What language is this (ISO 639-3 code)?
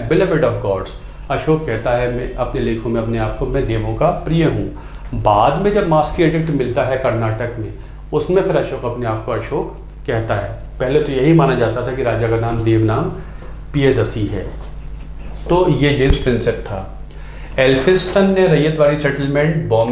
hin